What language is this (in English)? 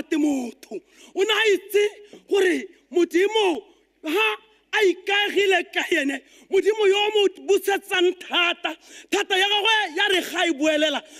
Tswana